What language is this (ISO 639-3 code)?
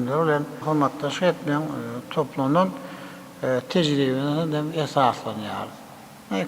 tuk